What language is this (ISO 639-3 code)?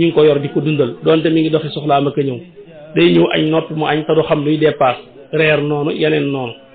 wol